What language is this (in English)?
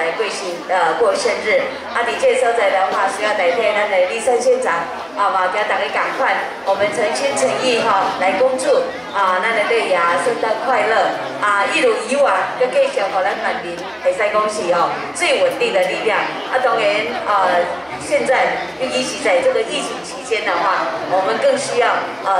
Min Nan Chinese